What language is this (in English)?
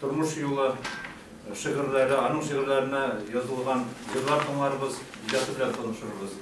Tatar